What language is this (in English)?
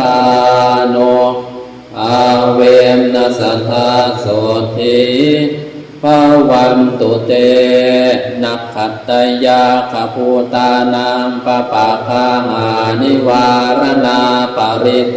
Pali